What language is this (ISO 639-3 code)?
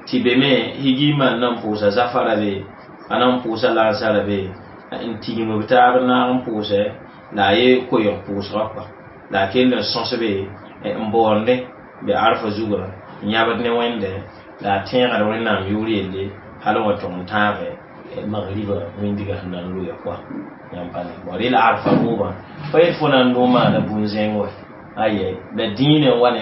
mos